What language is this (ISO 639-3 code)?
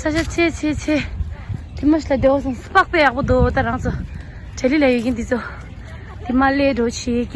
bod